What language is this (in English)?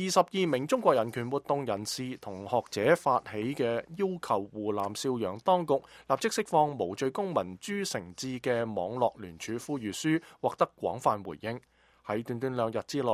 Cantonese